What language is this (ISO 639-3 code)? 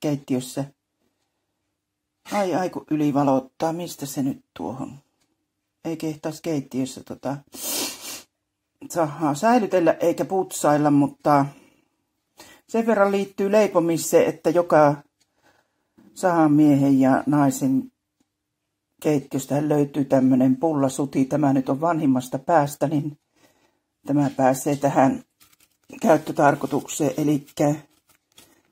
fin